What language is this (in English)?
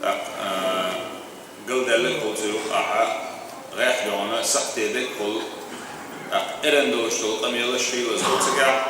Chechen